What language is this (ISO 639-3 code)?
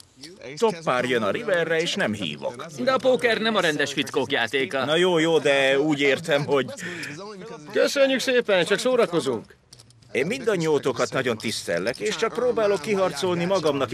hun